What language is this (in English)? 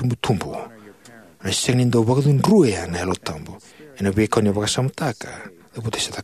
Fijian